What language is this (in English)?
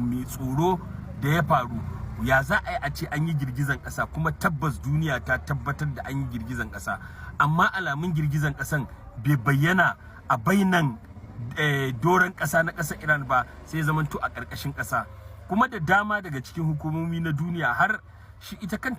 Hausa